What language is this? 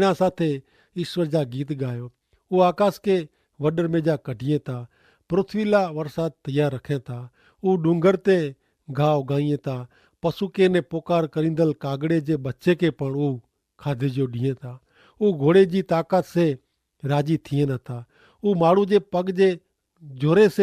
Kachhi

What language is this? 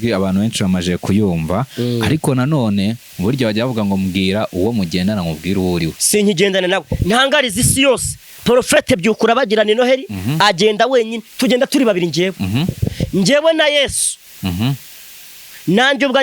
Kinyarwanda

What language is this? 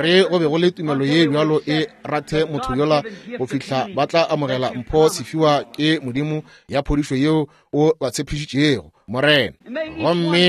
Northern Sotho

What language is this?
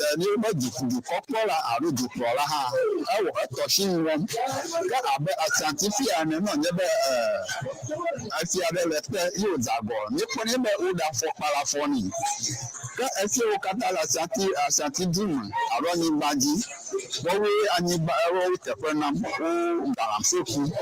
Ewe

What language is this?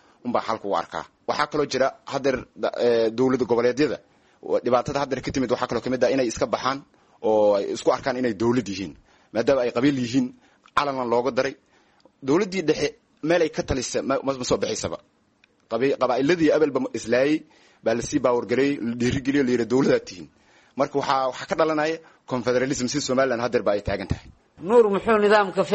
Somali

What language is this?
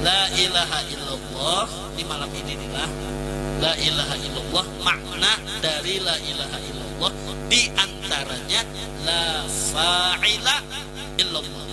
Banjar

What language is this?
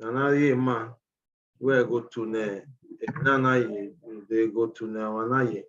Bini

